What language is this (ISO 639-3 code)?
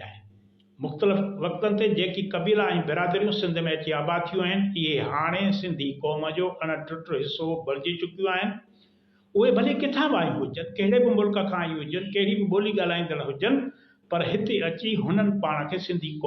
snd